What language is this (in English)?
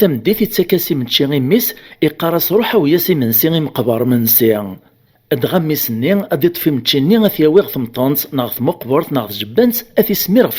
Kabyle